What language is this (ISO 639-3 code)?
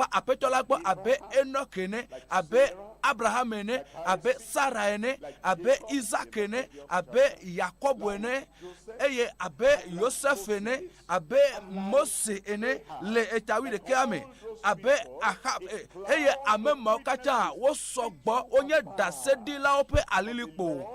ewe